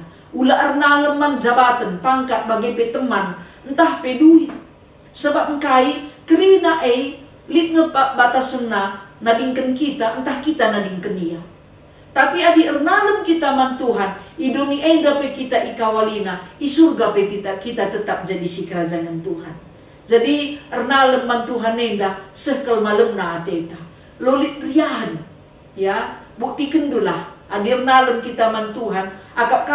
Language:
Batak Karo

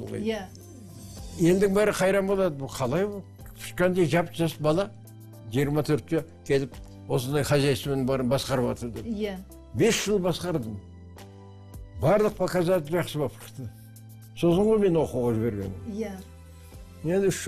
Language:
Kazakh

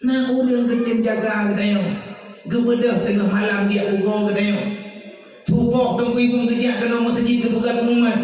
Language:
Achinese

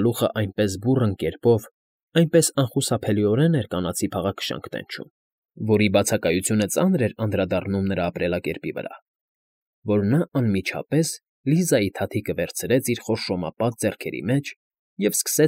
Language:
Armenian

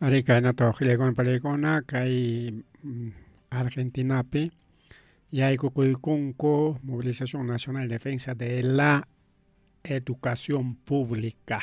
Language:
Ayacucho Quechua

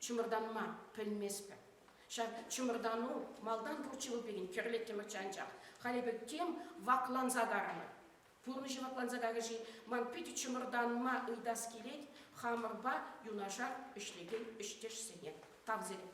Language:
Chuvash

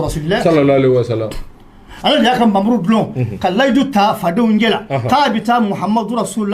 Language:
Bambara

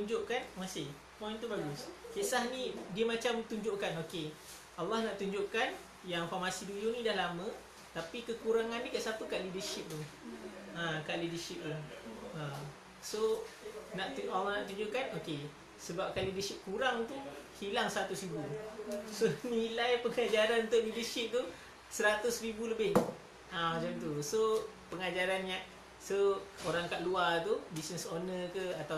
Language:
Malay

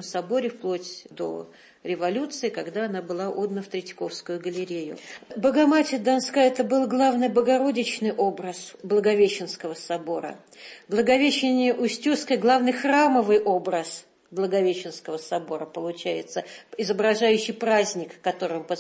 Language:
Russian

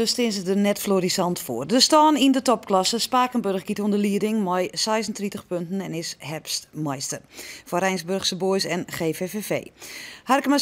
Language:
Western Frisian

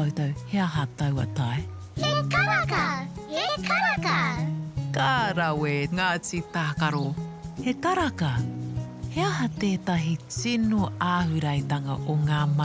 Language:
Māori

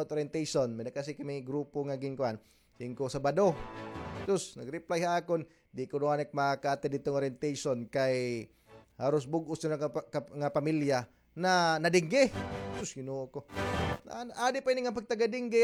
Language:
Waray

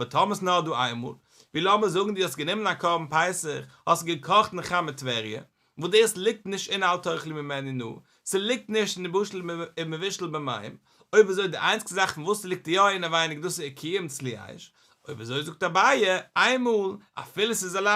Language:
Yiddish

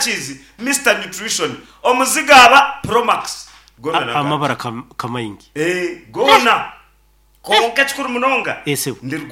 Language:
Nyankole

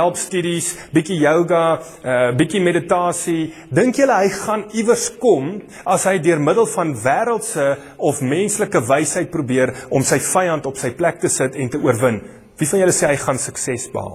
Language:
Afrikaans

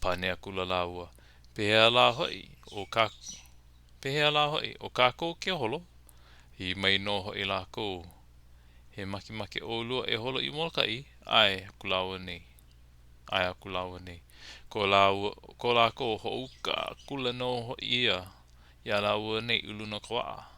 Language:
Hawaiian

